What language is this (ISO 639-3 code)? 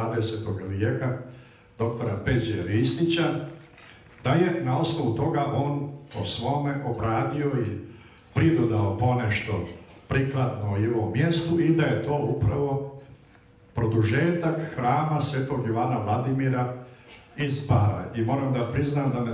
srp